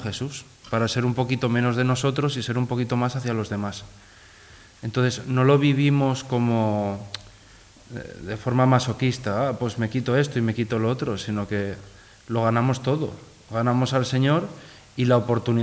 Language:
Spanish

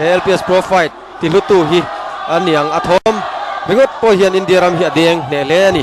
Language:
Mizo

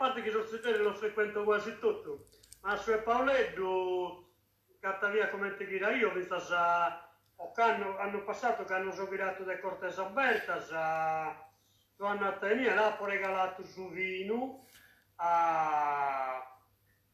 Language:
Sardinian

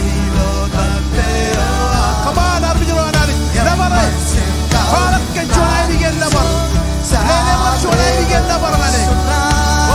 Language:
Marshallese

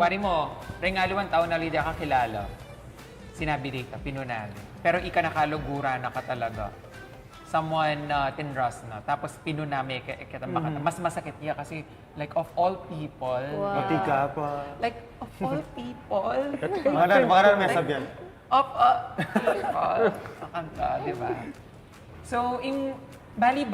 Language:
Pampanga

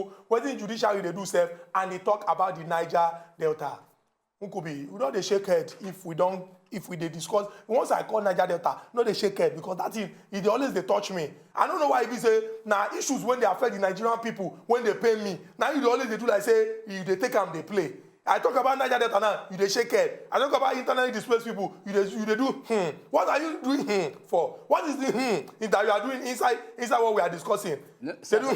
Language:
Nigerian Pidgin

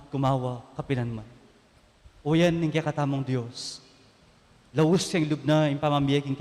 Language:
Pampanga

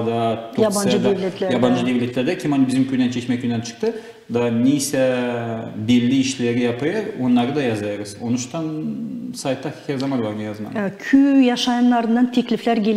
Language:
Gagauz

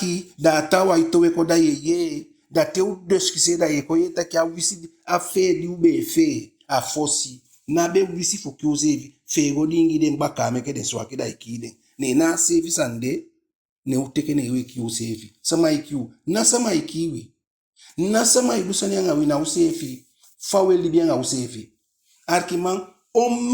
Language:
Eastern Maroon Creole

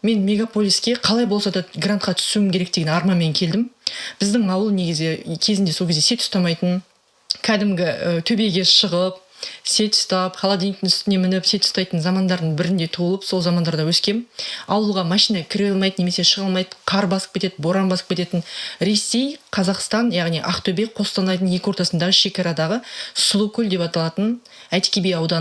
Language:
Kazakh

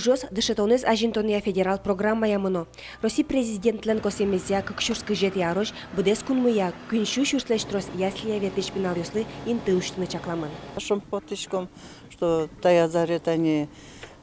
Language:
Udmurt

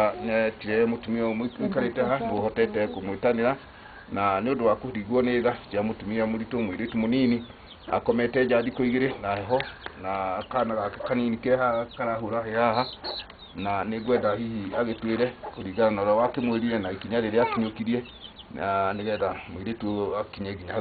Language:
Kikuyu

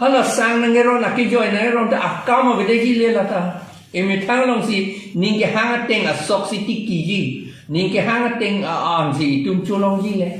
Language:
Karbi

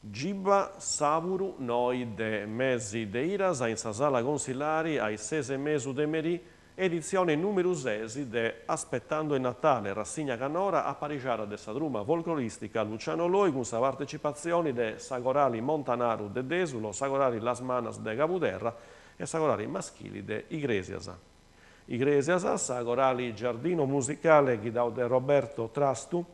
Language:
Sardinian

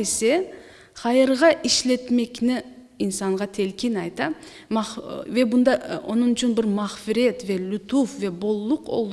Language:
Crimean Tatar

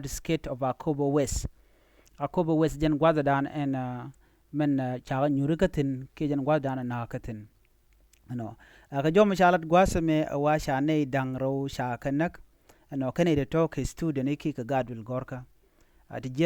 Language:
Nuer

